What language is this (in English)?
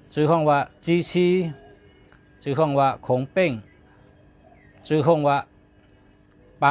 Shan